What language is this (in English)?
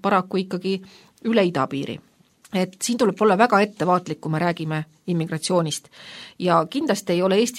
Estonian